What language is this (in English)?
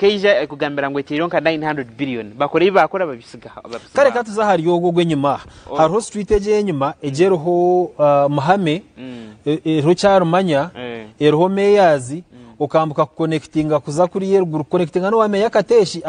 Nyankole